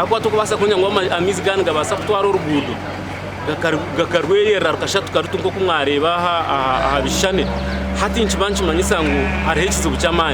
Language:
Nyankole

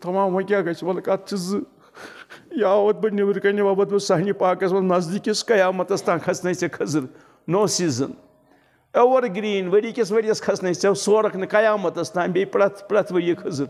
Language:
Kashmiri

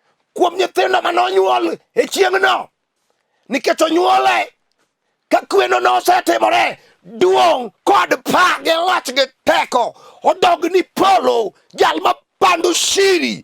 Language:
Luo (Kenya and Tanzania)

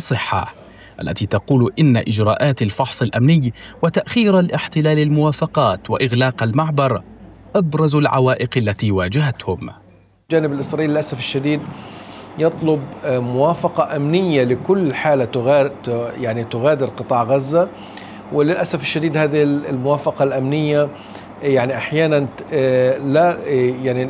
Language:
Arabic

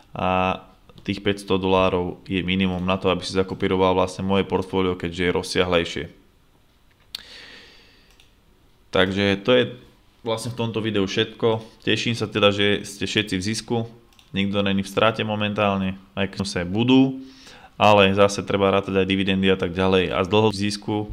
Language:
Slovak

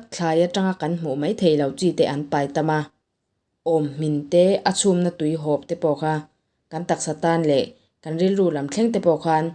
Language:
Mizo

